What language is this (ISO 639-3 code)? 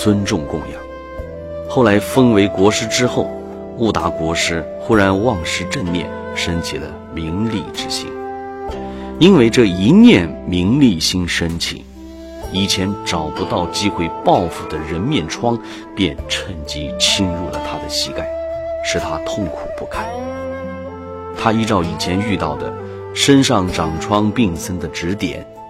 zho